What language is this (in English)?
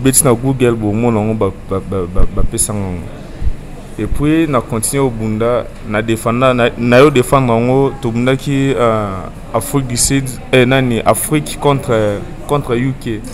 Lingala